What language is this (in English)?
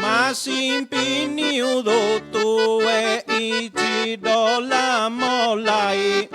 Sardinian